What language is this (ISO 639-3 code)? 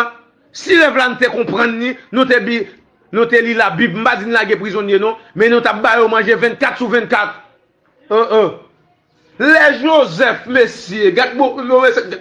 hat